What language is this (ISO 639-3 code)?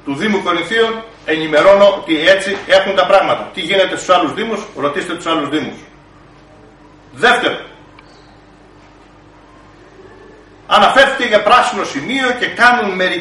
ell